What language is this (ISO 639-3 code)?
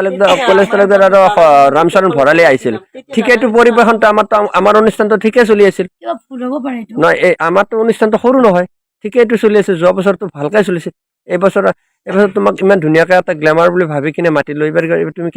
asm